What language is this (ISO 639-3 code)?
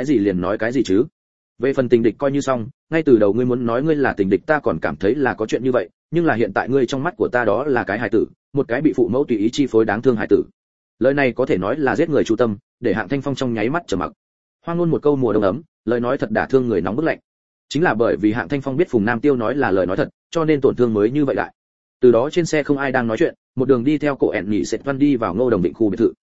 vie